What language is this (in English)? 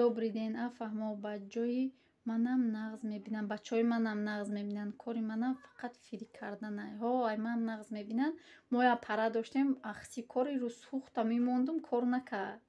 Tajik